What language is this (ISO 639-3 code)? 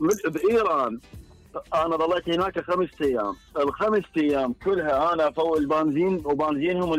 acm